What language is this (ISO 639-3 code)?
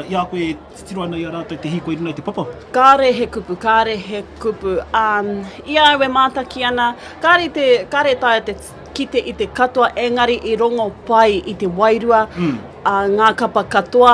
mri